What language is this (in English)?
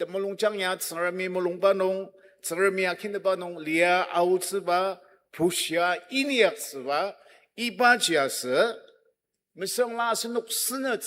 Ao Naga